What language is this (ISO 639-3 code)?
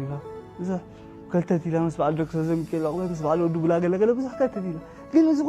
tir